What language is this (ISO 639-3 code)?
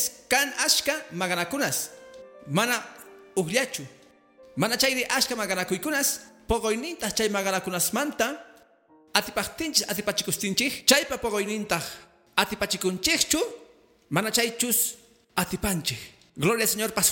que